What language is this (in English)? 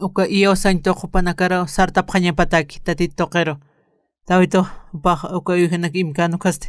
Aymara